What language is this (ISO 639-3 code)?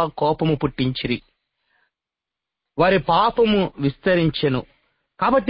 tel